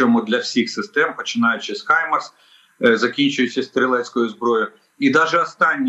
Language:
Ukrainian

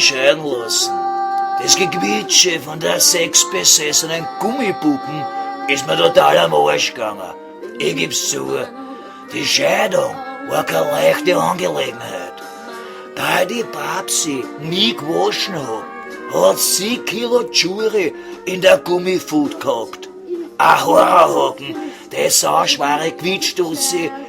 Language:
Bavarian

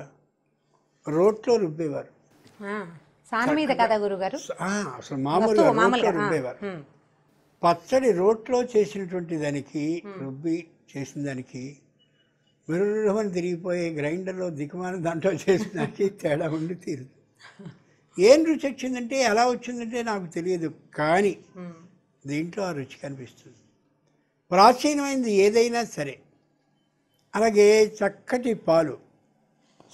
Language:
Telugu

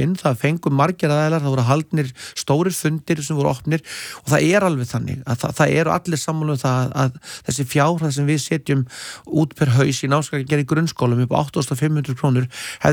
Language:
Icelandic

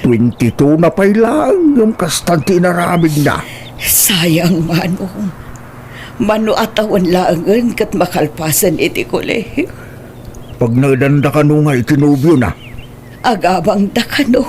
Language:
Iloko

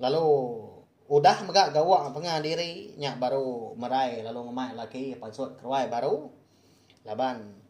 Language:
Iban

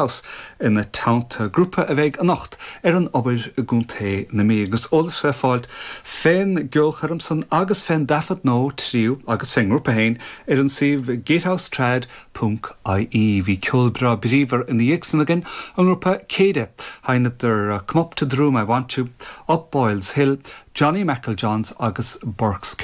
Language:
Irish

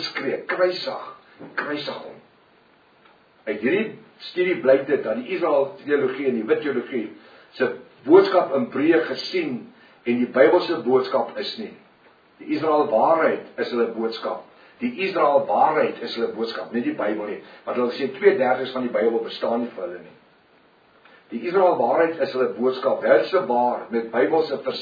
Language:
Afrikaans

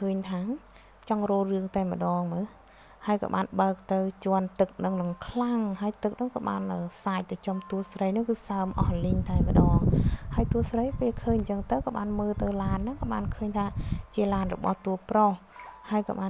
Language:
Khmer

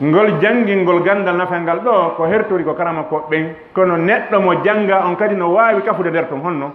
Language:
Fula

